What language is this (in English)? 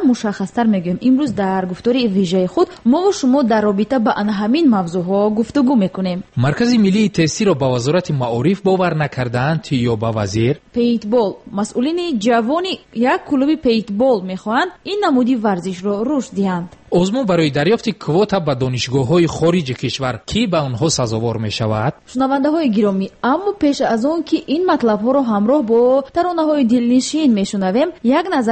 Tajik